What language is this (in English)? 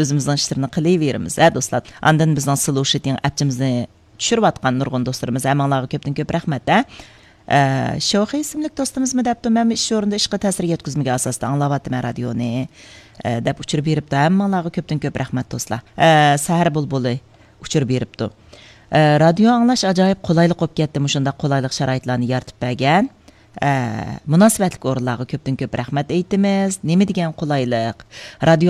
Uyghur